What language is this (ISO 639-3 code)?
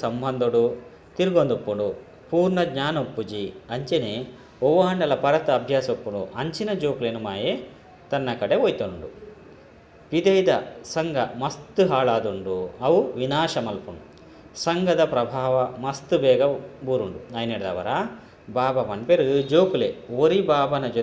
tcy